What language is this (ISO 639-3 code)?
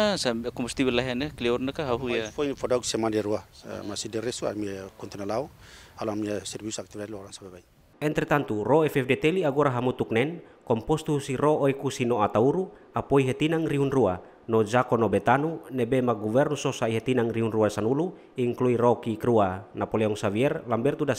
tet